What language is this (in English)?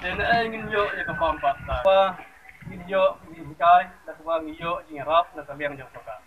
Khasi